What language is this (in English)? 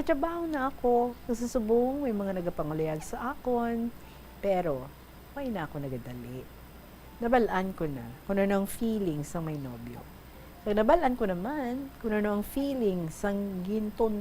Hiligaynon